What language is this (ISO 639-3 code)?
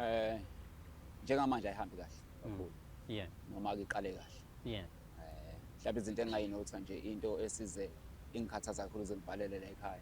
zul